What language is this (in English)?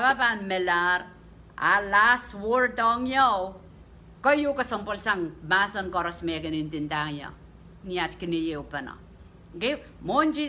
Pohnpeian